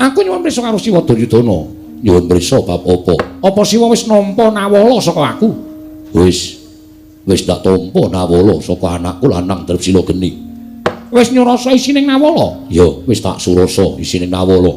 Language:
Javanese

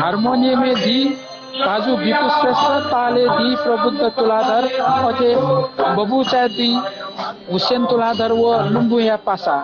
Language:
Newari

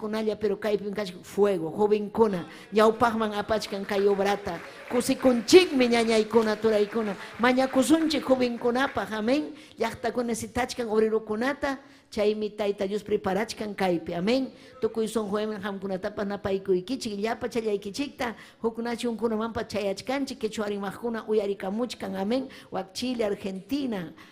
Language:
Ayacucho Quechua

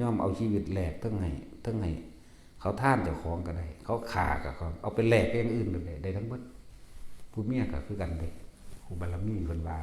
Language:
Northeastern Thai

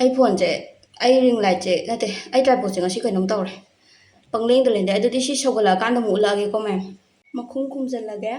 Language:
Manipuri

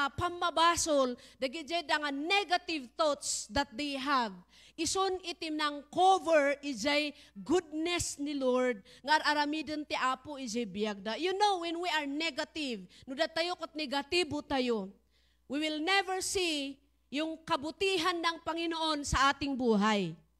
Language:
Iloko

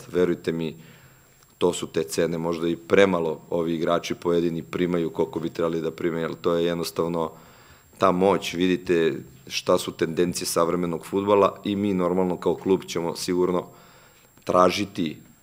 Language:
Serbian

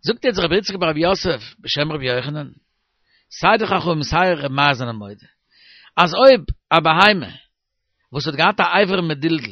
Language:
Yiddish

